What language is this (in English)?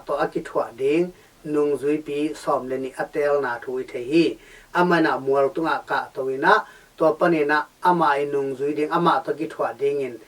Tedim Chin